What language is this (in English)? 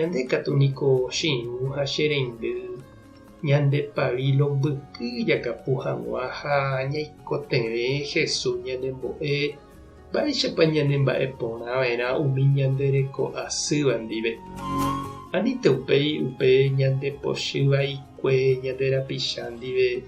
Guarani